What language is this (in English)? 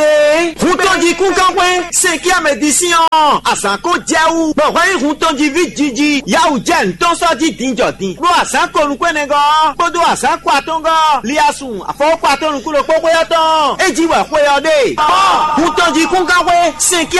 Fon